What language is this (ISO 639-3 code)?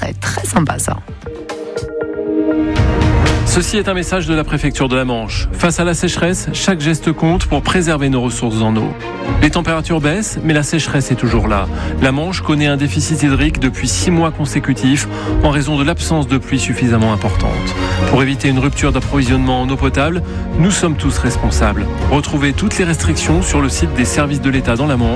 fra